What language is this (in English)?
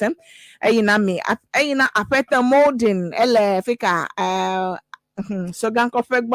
Ewe